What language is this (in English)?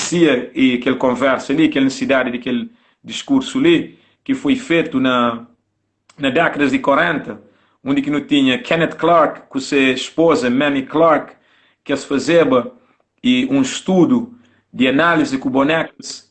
Kabuverdianu